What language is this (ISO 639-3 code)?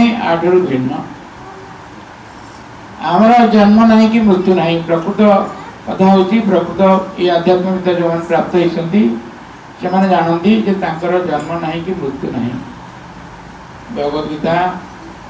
ori